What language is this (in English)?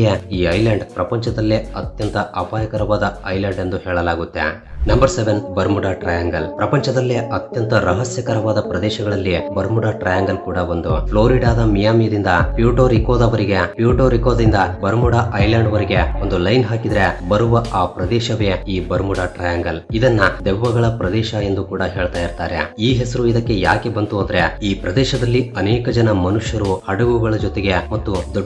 Kannada